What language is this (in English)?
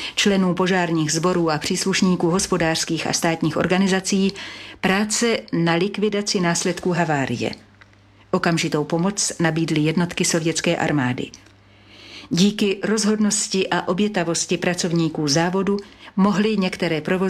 Czech